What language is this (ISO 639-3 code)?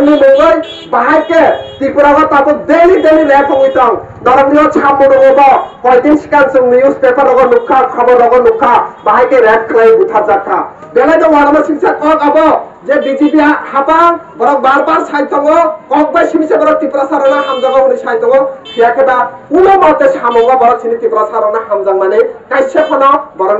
trp